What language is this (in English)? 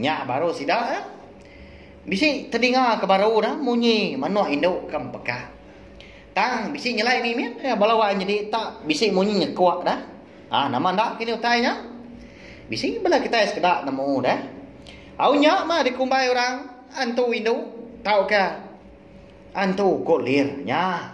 Iban